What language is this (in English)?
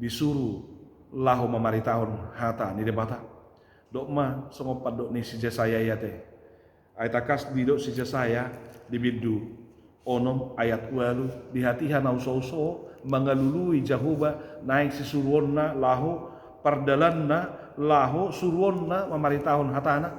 Batak Toba